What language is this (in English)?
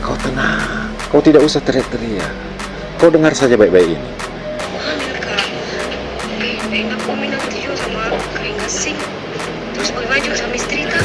Makassar Malay